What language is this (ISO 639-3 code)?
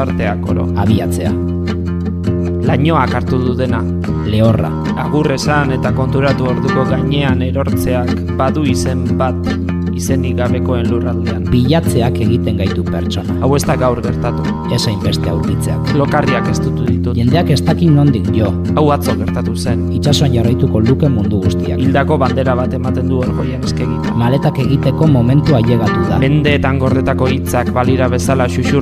eus